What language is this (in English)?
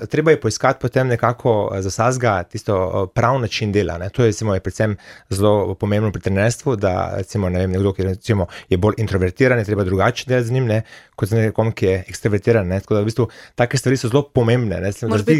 Slovenian